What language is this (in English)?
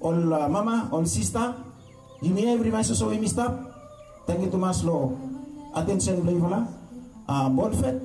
Bislama